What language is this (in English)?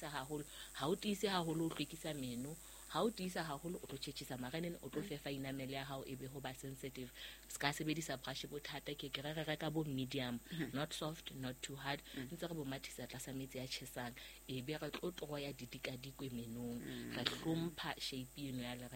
Southern Sotho